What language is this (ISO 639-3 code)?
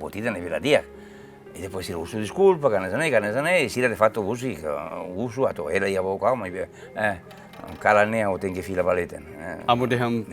tet